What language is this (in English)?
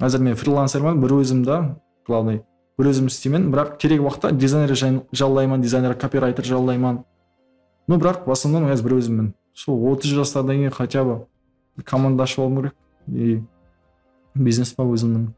Kara-Kalpak